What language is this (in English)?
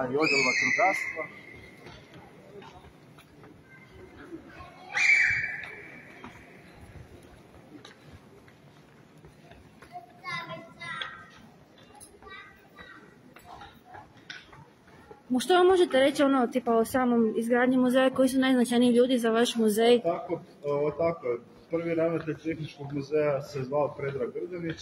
Croatian